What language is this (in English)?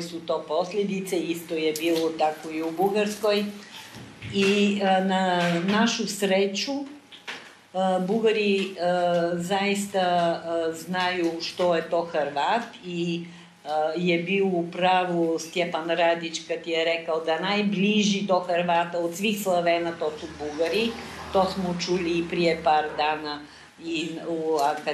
Croatian